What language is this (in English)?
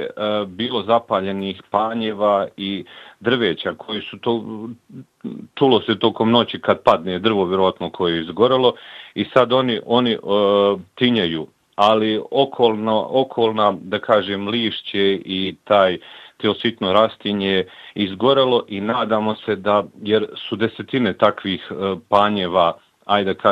Bosnian